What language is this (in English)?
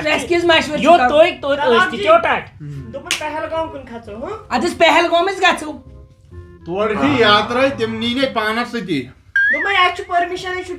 Kashmiri